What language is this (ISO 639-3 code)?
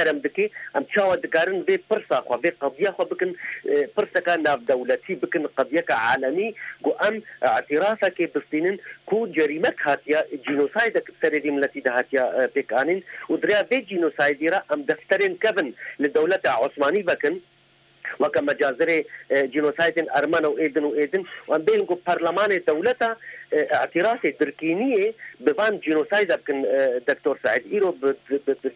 kur